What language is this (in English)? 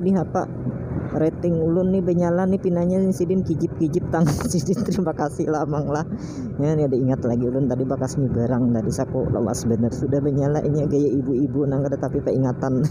Banjar